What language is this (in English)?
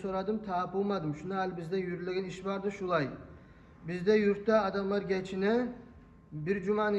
Kumyk